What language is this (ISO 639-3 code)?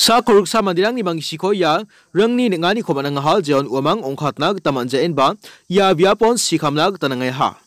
grt